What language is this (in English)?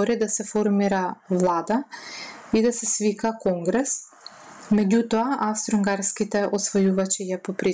Macedonian